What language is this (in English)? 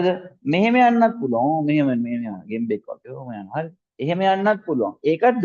Sinhala